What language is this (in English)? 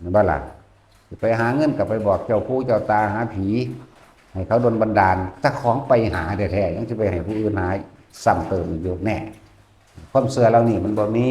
Northeastern Thai